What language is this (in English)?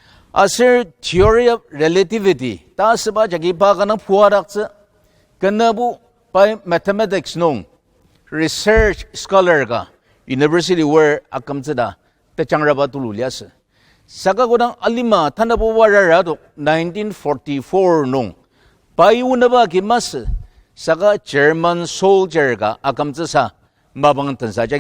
Ao Naga